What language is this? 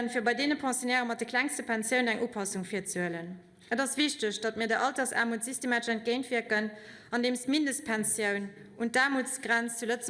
Luxembourgish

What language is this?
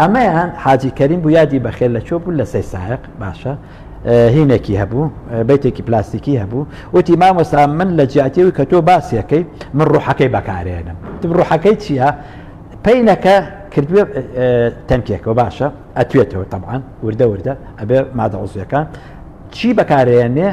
Central Kurdish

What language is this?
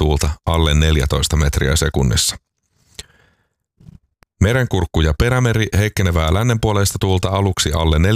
Finnish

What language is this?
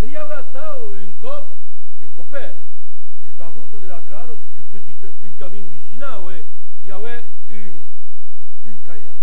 Occitan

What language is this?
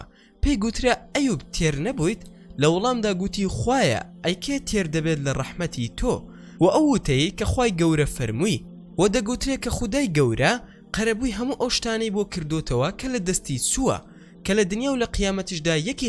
Central Kurdish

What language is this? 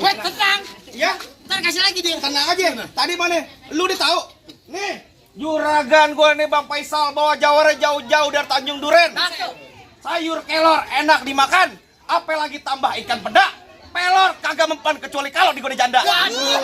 Betawi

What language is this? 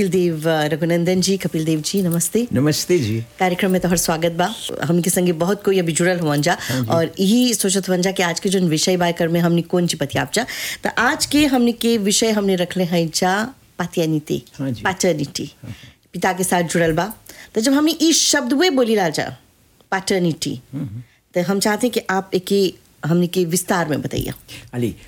Bhojpuri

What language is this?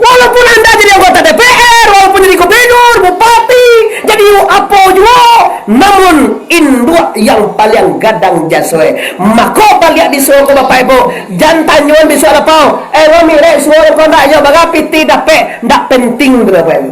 Minangkabau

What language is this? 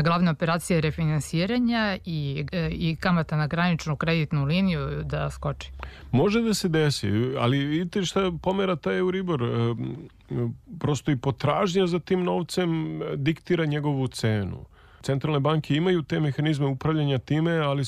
Serbian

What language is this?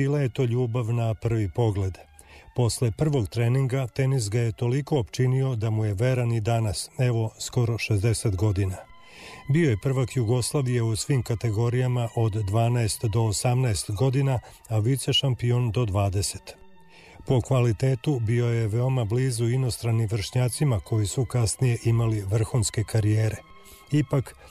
Serbian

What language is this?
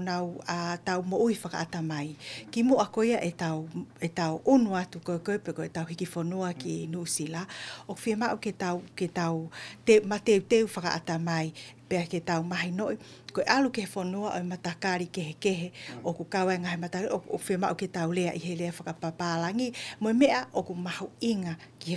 Tongan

